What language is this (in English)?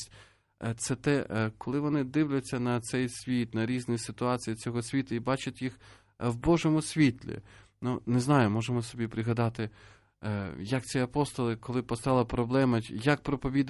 Ukrainian